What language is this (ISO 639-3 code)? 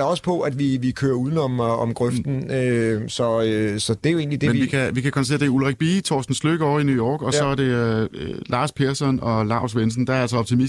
dan